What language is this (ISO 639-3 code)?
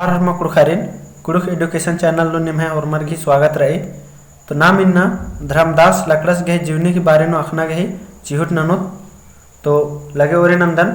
kru